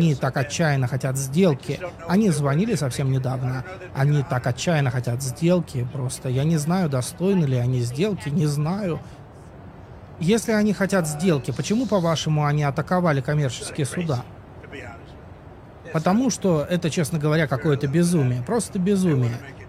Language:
Russian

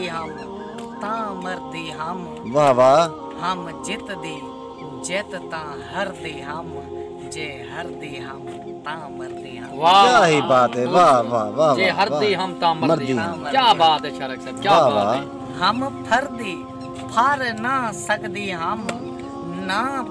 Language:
Saraiki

